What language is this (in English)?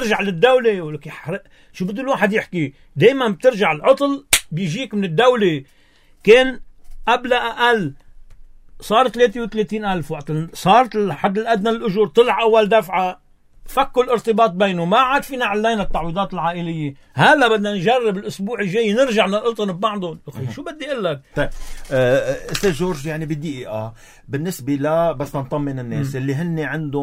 North Levantine Arabic